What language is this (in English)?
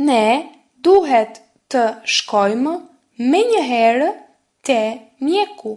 Albanian